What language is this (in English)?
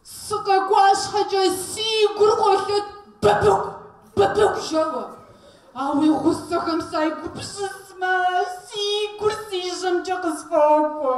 Kabardian